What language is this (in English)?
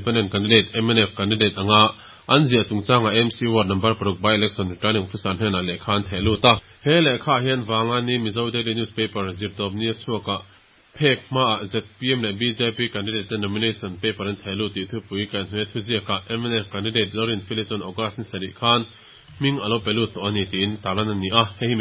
Mizo